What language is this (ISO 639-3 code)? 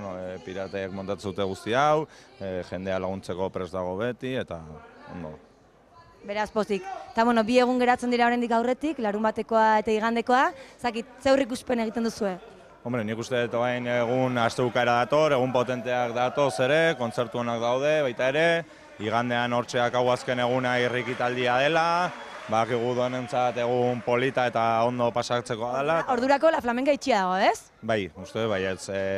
eus